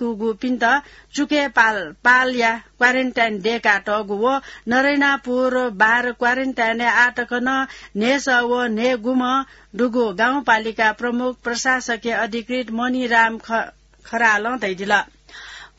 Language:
Newari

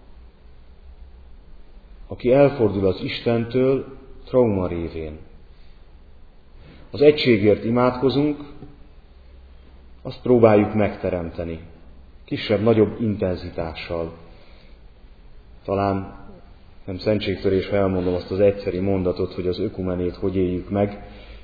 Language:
Hungarian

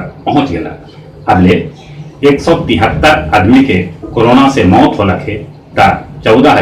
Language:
Magahi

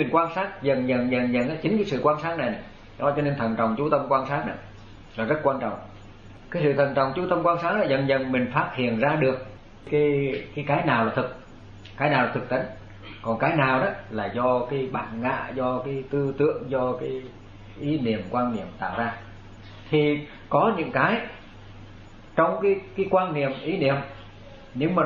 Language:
Vietnamese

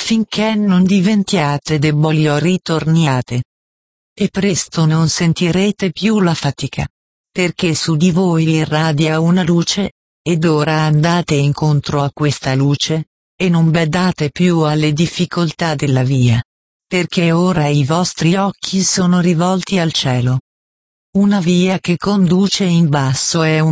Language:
Italian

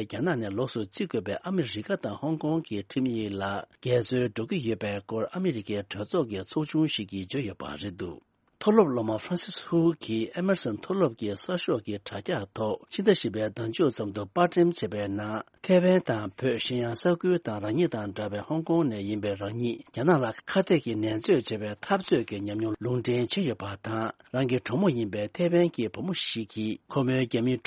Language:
Tibetan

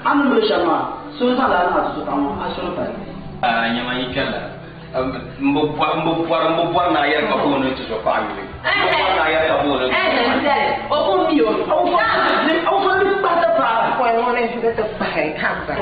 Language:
Dagbani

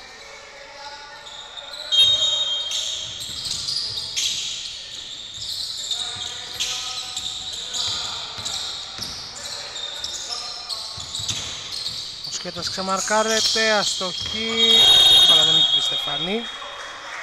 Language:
Greek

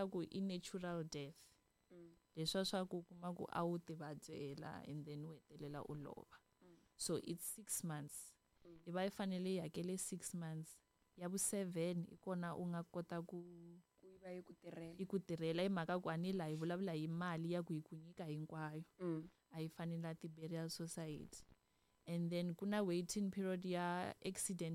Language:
Tsonga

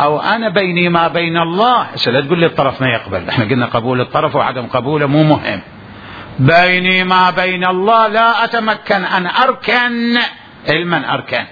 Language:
Mesopotamian Arabic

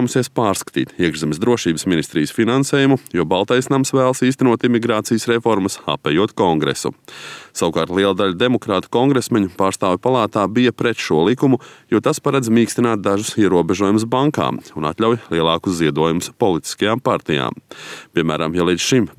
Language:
Latvian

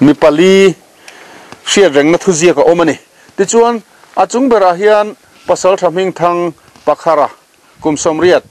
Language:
Mizo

